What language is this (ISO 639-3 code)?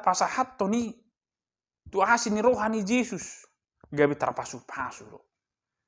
bbc